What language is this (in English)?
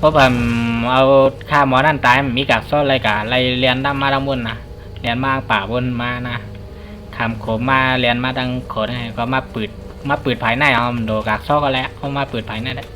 Shan